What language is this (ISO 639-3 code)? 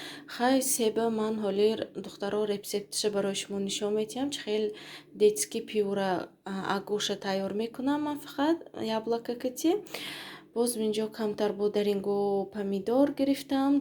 tgk